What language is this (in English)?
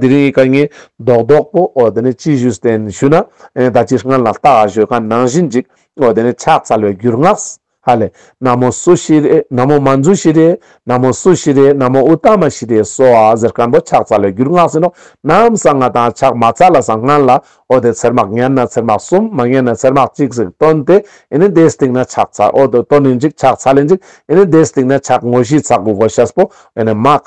Ladakhi